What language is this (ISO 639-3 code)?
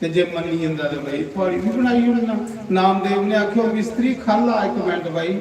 doi